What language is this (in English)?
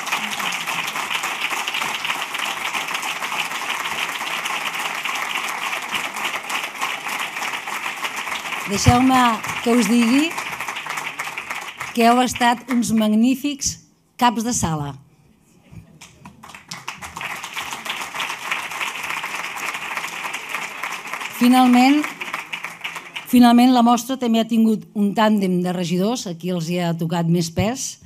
Catalan